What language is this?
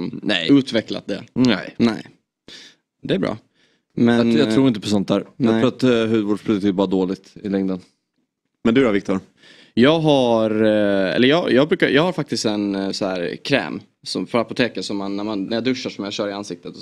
Swedish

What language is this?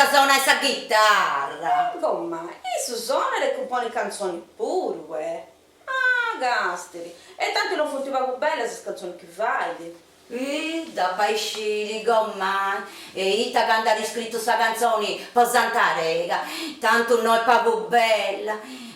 Sardinian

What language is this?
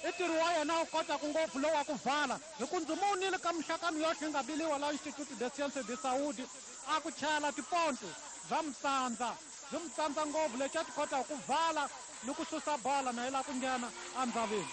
Tsonga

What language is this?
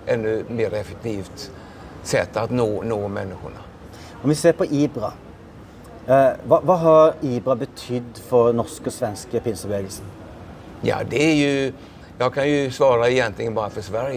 Swedish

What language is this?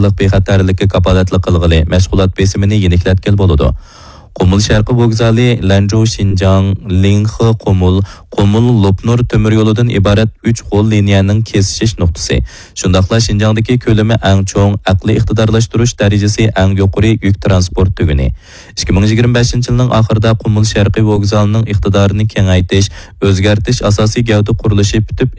Uyghur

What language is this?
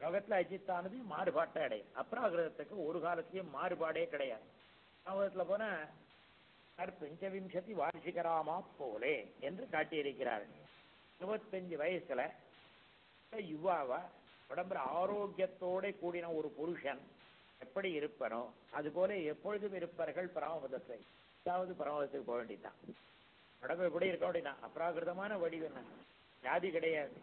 Tamil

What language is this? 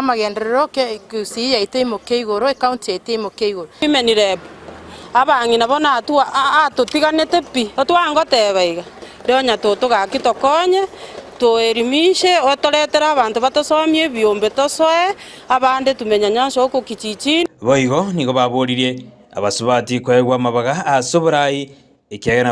Gusii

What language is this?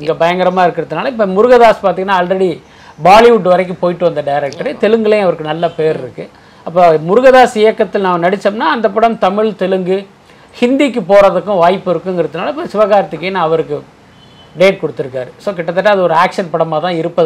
Tamil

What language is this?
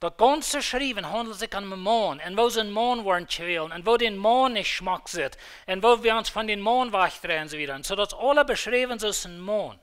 Plautdietsch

